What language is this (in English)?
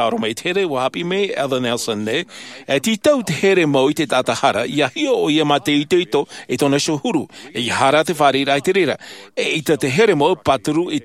Tahitian